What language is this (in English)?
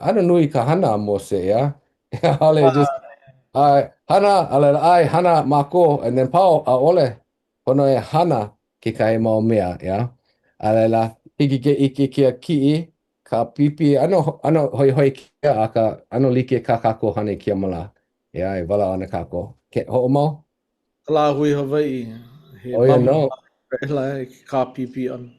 Hawaiian